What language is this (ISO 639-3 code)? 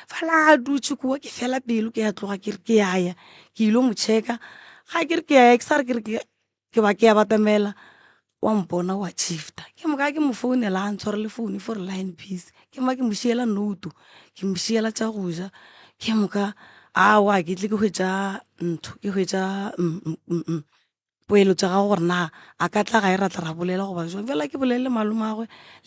nso